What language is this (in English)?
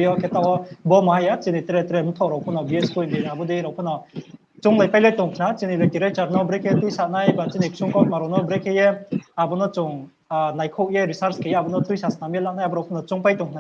Riang (India)